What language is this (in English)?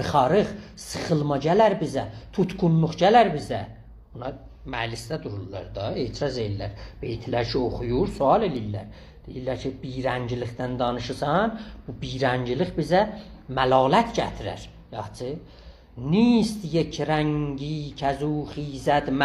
South Azerbaijani